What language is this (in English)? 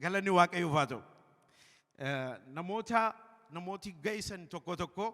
Oromo